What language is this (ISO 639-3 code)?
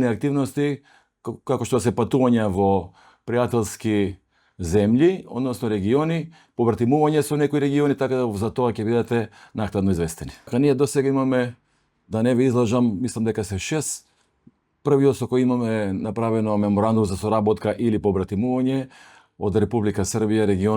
mkd